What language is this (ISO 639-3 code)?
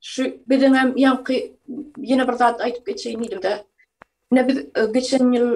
tuk